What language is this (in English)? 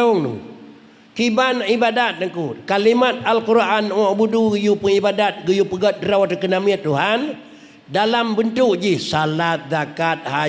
Achinese